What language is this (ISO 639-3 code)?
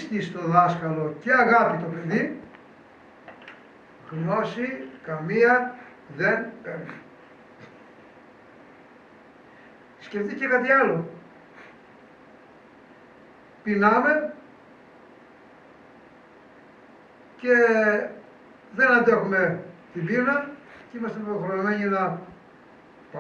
ell